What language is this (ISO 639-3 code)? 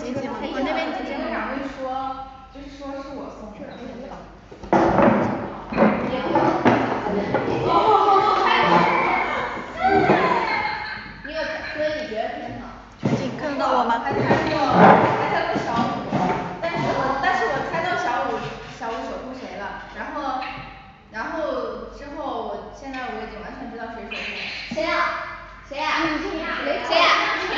zho